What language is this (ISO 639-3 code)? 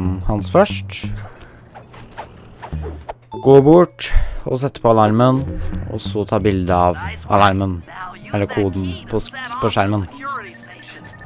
nor